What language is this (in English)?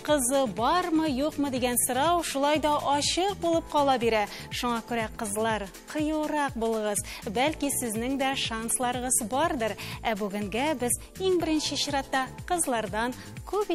Tatar